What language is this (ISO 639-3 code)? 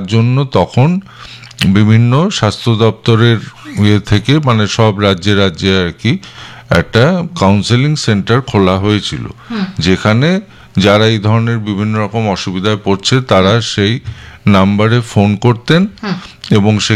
ben